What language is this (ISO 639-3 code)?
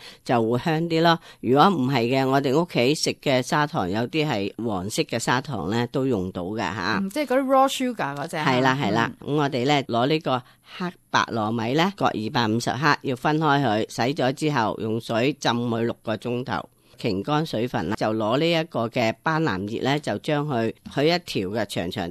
yue